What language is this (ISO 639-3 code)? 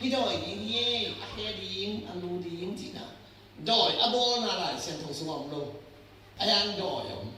ctd